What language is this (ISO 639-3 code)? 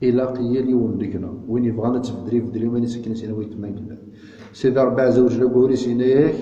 kab